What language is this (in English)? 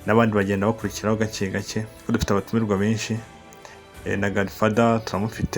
Kinyarwanda